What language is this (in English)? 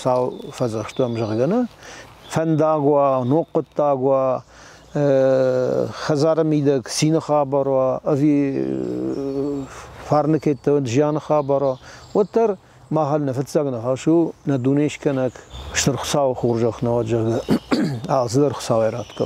Ossetic